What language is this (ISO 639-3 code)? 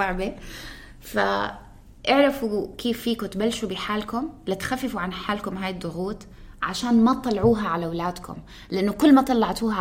apc